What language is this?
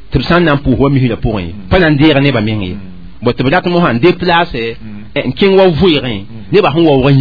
Mossi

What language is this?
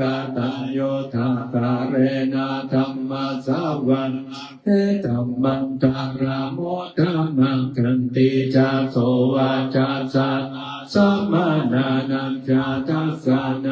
Pali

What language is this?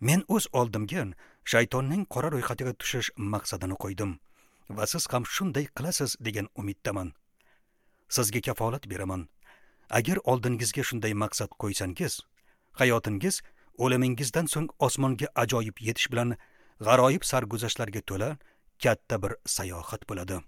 Uzbek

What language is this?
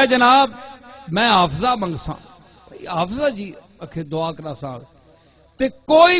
Western Panjabi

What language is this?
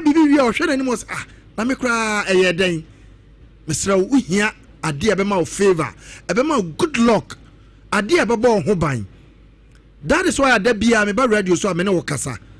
Akan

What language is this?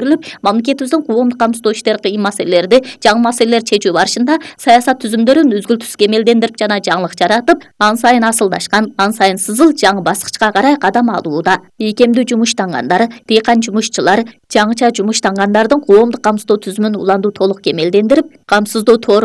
Kyrgyz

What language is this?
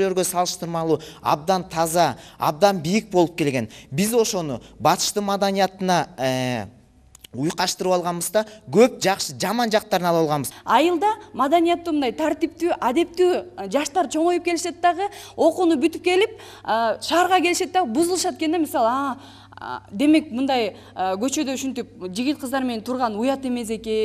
Kyrgyz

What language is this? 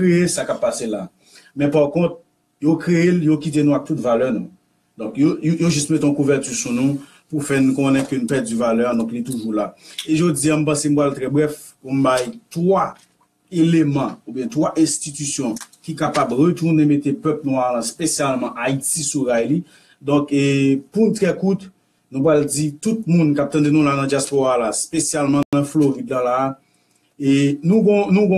Haitian Creole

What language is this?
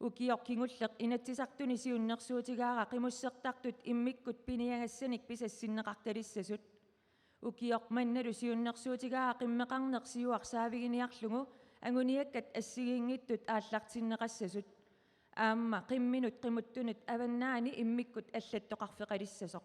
Kalaallisut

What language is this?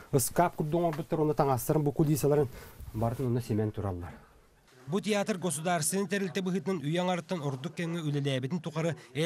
Yakut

